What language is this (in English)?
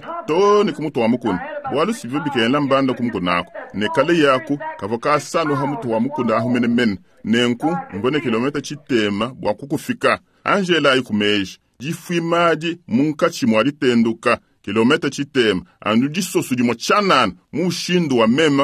Luba-Lulua